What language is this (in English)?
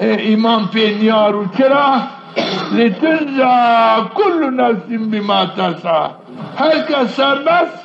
Zaza